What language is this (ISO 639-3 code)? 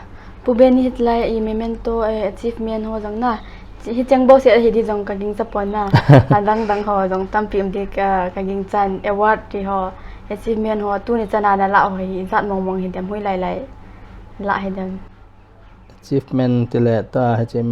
pck